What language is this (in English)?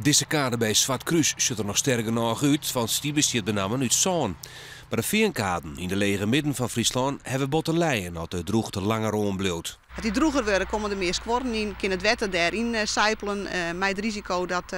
Western Frisian